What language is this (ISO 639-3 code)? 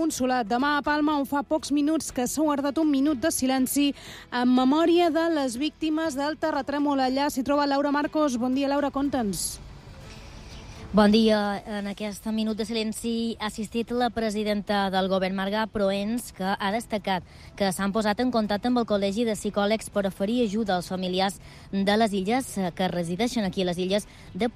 cat